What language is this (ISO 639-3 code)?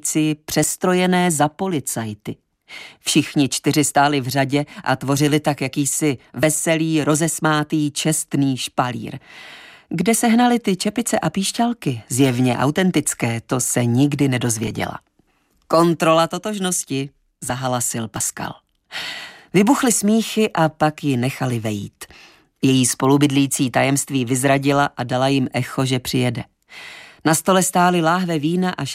ces